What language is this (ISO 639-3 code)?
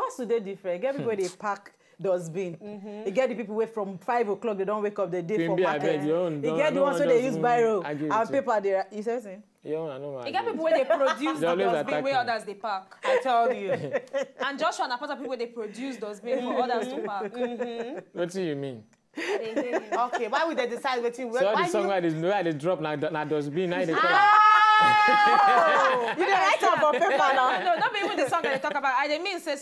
pcm